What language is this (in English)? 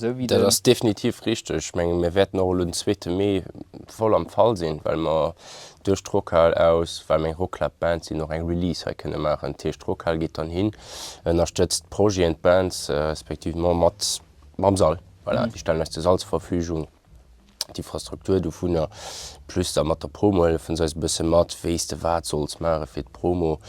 Luxembourgish